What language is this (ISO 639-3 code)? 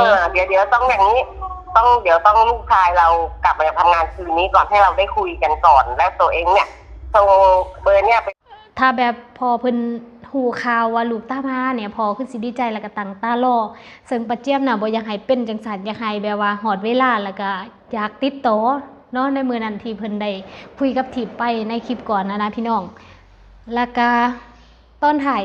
lao